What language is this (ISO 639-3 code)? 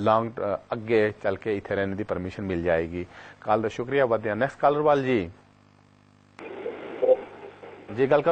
pan